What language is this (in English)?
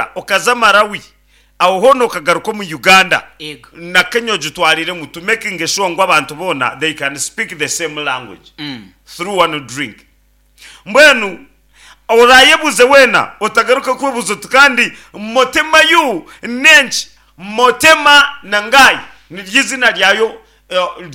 Nyankole